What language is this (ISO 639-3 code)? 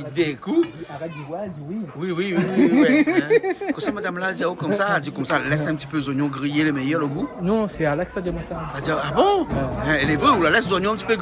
rcf